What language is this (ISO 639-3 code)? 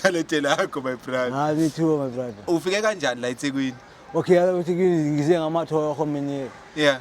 zul